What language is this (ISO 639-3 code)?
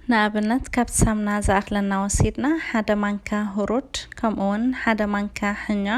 tir